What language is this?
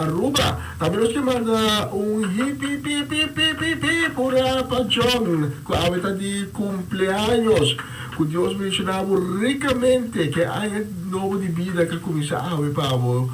Papiamento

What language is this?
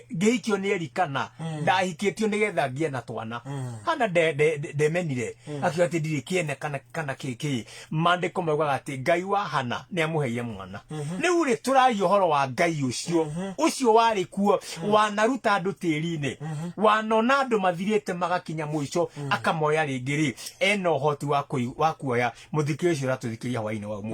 Kikuyu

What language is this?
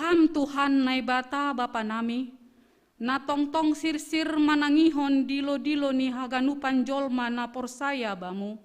Batak Simalungun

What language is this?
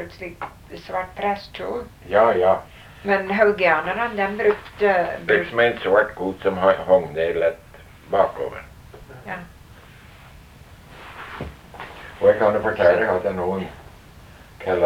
Norwegian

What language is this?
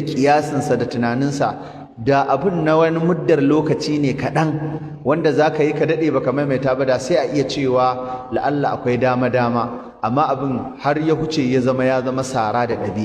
Hausa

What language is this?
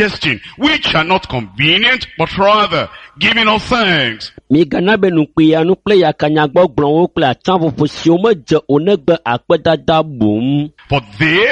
Ewe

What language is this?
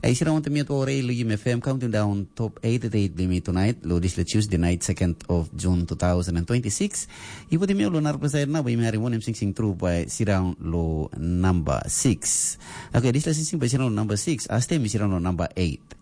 Tok Pisin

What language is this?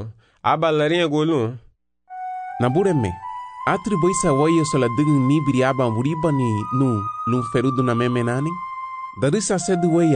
Garifuna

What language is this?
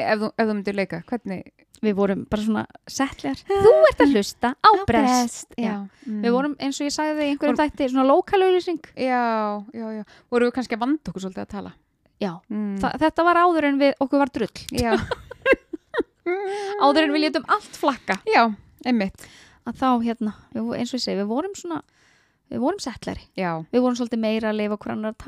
Icelandic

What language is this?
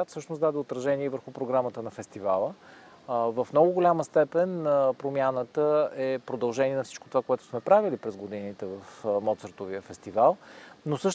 Bulgarian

